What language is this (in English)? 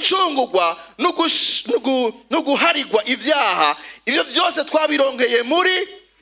Rundi